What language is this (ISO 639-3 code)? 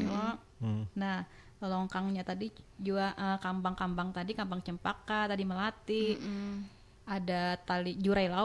bjn